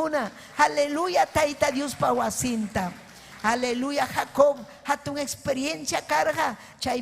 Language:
Ayacucho Quechua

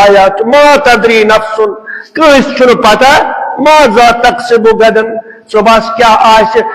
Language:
Kashmiri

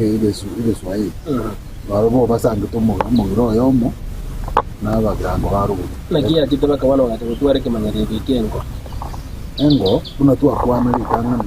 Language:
Gusii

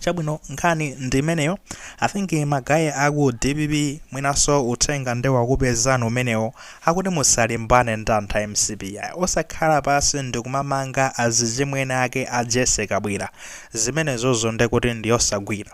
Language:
Nyanja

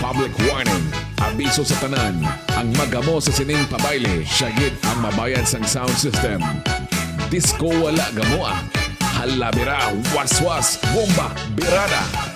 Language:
Hiligaynon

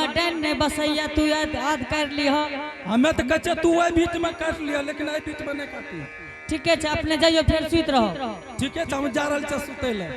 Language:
Angika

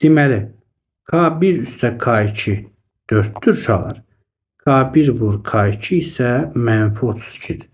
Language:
Azerbaijani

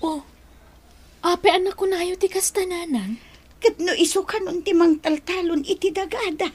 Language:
Iloko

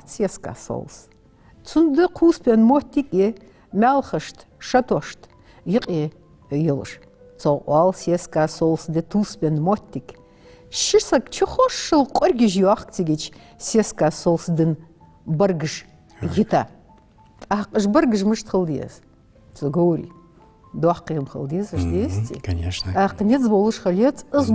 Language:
Ingush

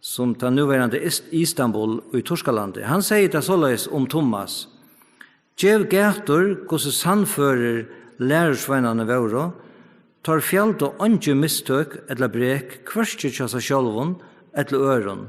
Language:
Faroese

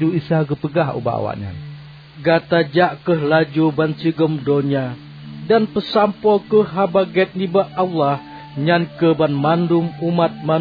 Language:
Achinese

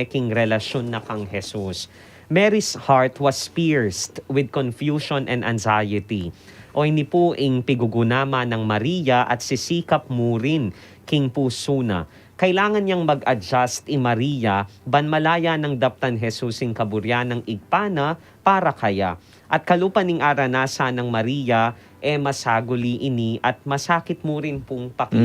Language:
Pampanga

